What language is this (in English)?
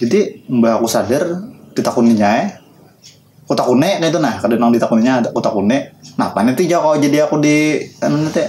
Banjar